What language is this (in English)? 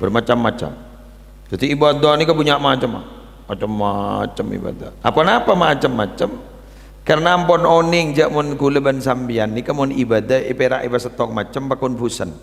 Madurese